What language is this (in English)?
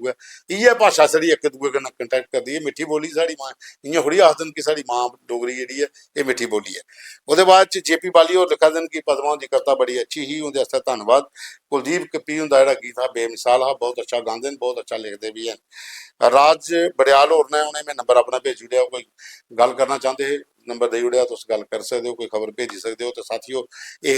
Dogri